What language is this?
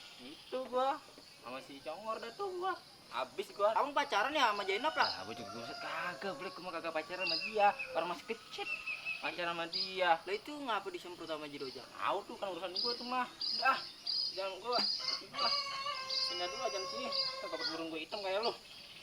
Betawi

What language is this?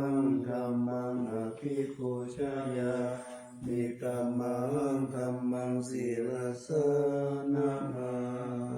Pali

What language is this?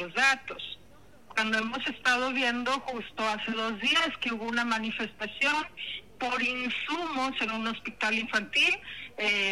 Spanish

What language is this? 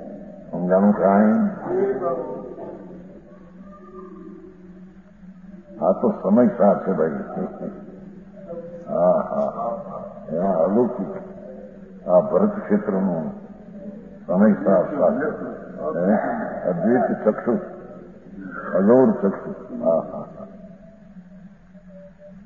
Gujarati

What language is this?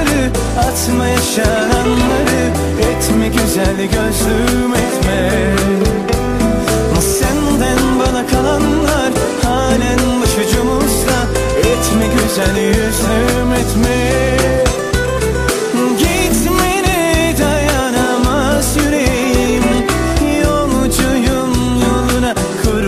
Turkish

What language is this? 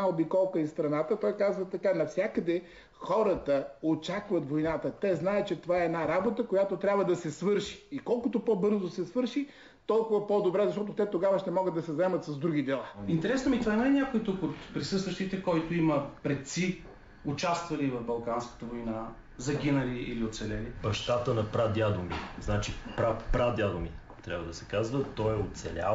Bulgarian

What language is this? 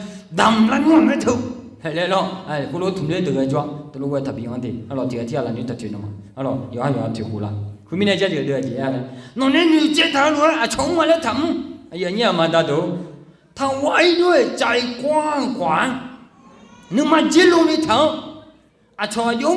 Akha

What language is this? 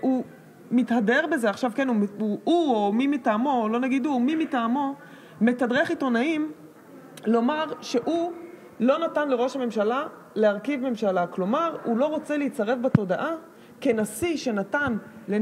Hebrew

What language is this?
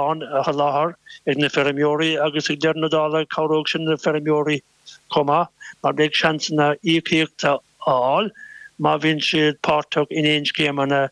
Irish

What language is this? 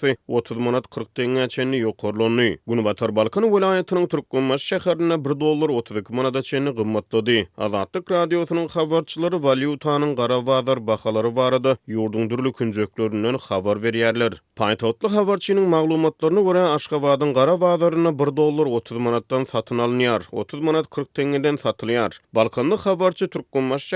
Turkmen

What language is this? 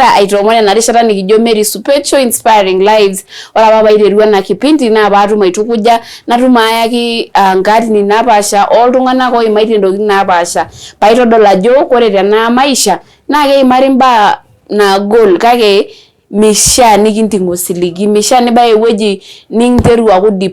Masai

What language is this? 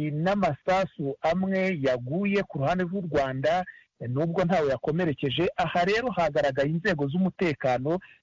Kinyarwanda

